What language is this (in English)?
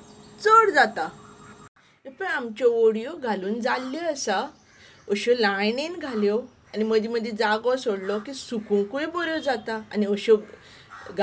Konkani